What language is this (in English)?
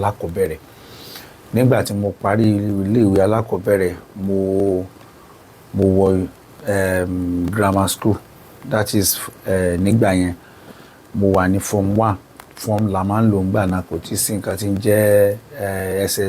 Yoruba